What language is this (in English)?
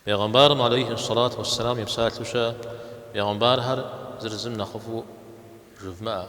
Kabardian